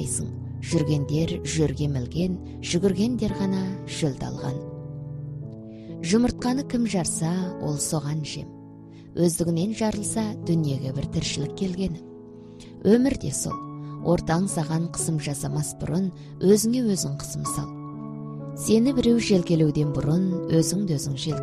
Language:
Kazakh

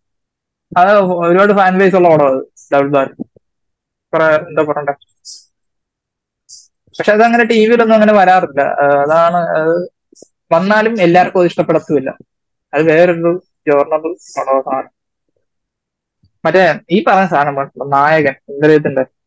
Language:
Malayalam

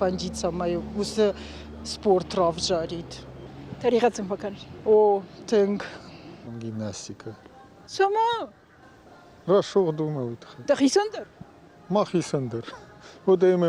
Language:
Ossetic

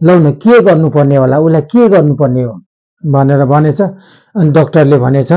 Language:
Nepali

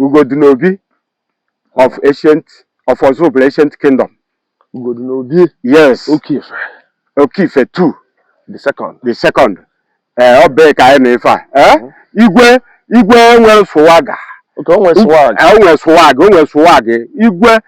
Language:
Igbo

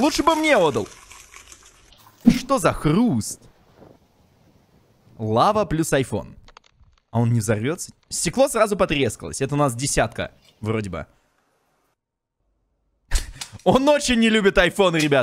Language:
Russian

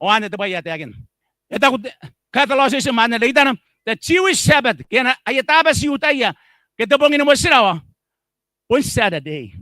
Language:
Gilbertese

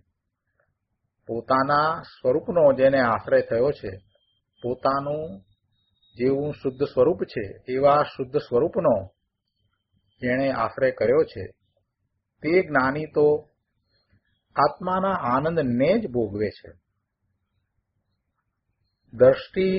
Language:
Gujarati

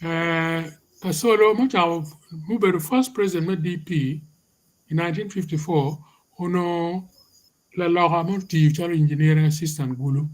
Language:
Acoli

